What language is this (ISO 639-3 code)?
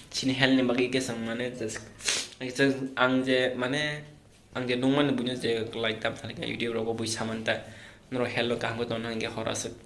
trp